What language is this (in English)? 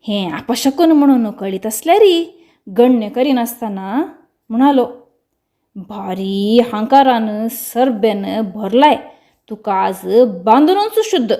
Konkani